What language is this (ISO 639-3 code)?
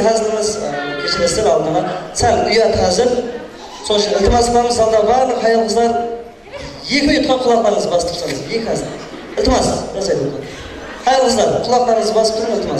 kaa